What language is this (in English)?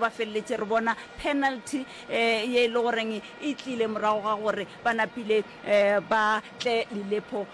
Northern Sotho